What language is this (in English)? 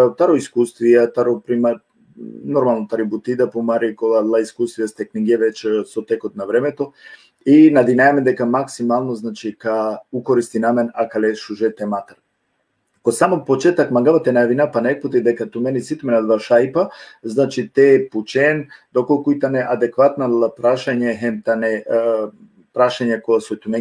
Balkan Romani